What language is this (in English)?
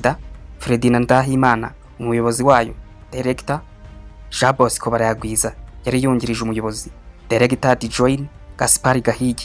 Kinyarwanda